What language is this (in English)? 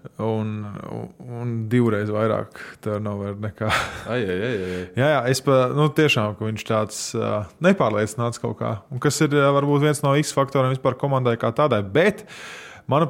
Latvian